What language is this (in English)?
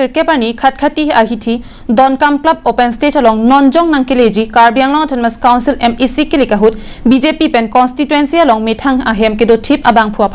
Karbi